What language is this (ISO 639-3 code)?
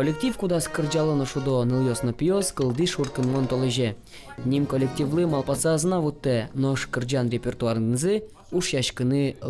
udm